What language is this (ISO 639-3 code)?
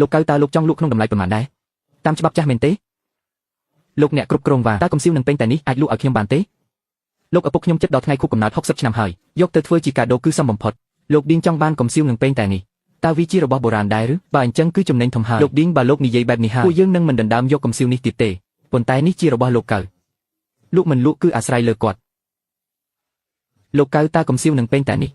khm